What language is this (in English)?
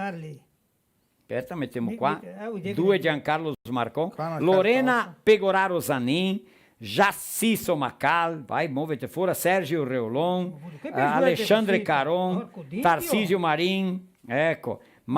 Venetian